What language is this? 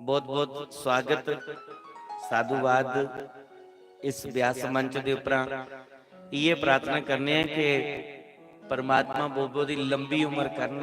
Dogri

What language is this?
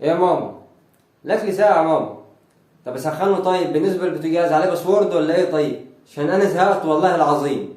Egyptian Arabic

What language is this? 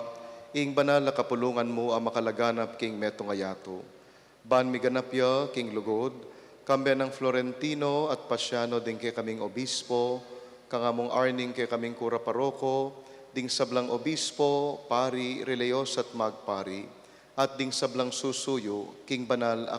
Pampanga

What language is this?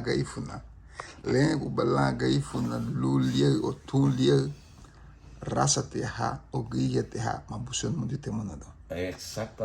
Garifuna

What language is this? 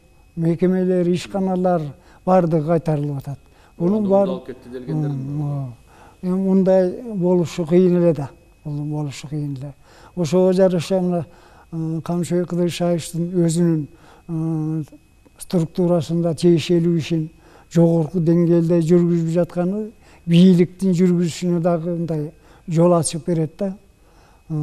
Kyrgyz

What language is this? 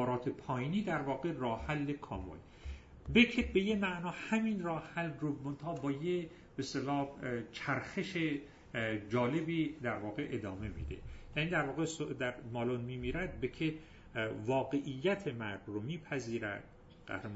Persian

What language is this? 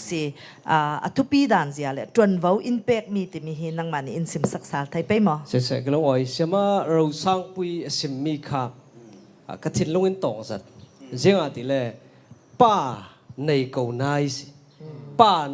Falam Chin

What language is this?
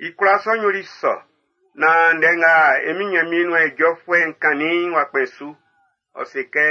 Baoulé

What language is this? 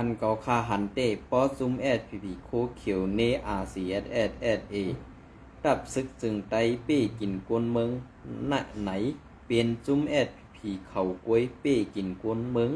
Shan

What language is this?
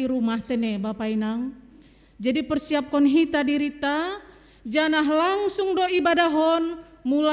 Batak Simalungun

